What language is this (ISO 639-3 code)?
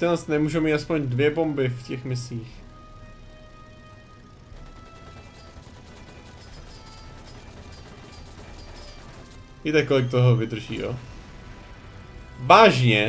ces